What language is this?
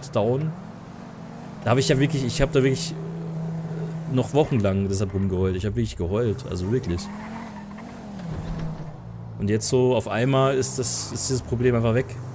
German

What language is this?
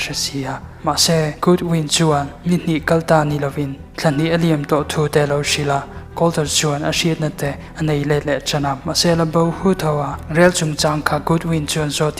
Mizo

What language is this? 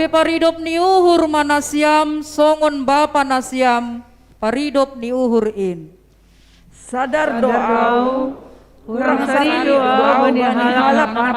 Batak Simalungun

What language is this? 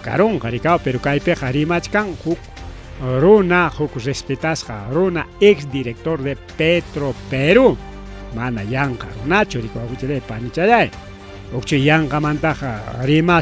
Ayacucho Quechua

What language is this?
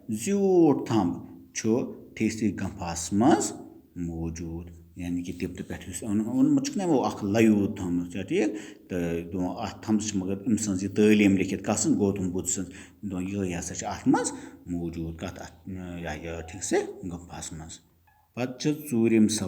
Kashmiri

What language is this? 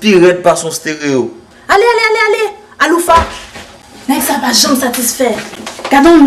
Haitian Creole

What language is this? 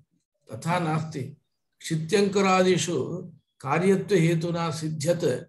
Sanskrit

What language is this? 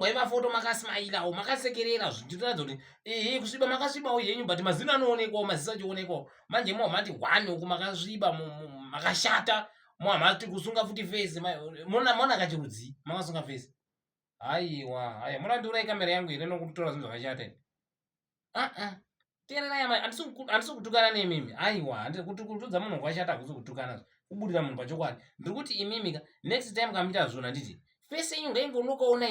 Shona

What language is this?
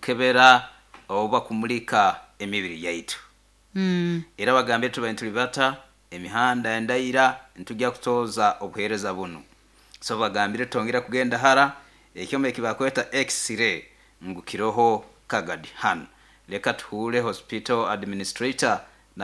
Nyoro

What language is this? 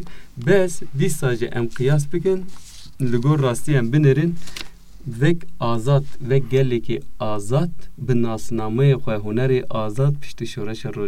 Kurdish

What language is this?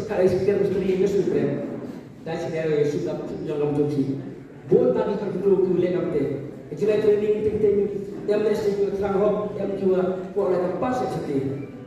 Khasi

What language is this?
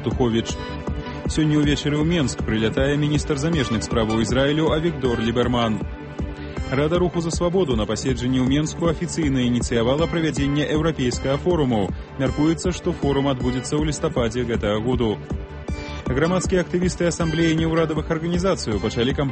Belarusian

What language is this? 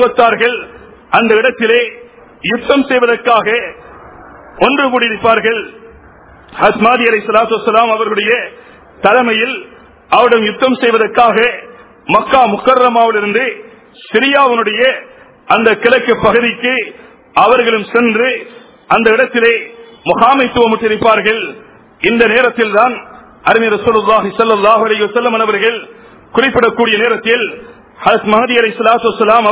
Tamil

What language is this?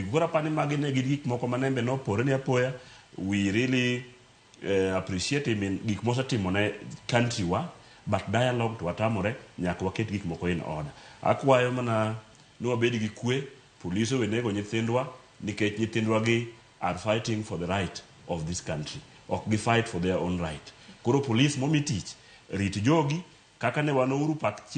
Luo (Kenya and Tanzania)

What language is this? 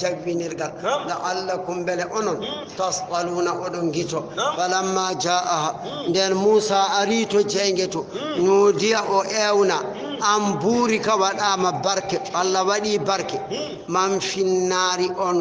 Fula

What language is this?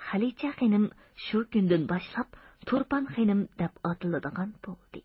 Uyghur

